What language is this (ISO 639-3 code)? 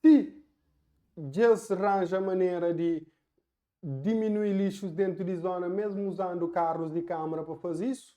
kea